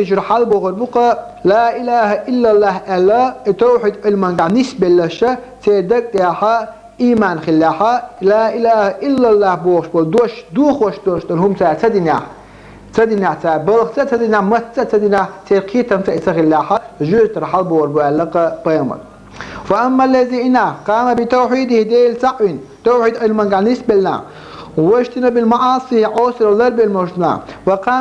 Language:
Chechen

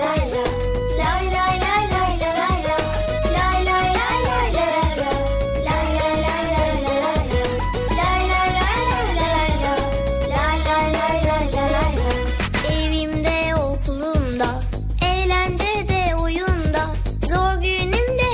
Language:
Turkish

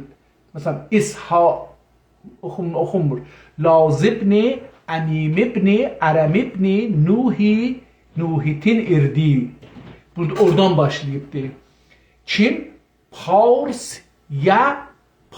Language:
South Azerbaijani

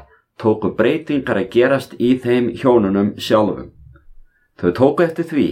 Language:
Icelandic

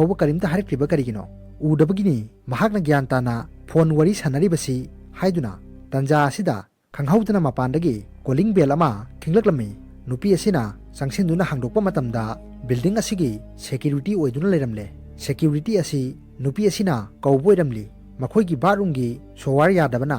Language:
Manipuri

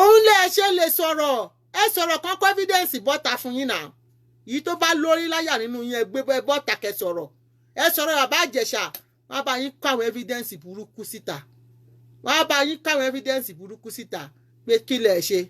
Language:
Yoruba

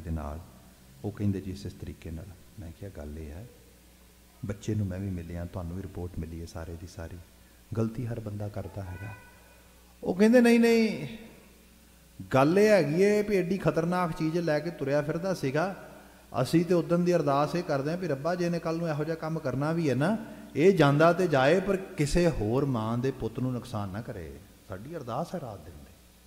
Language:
Punjabi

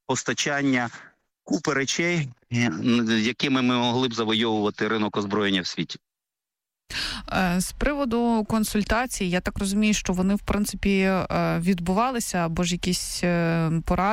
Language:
Ukrainian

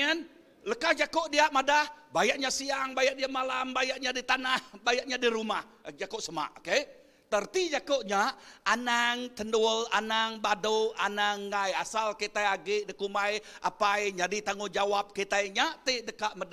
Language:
Iban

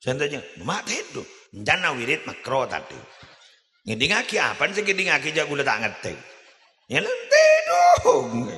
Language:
Madurese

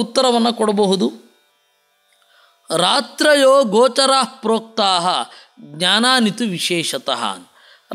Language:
Kannada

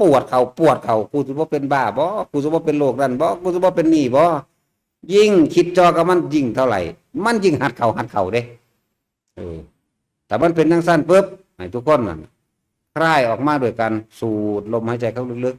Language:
Northeastern Thai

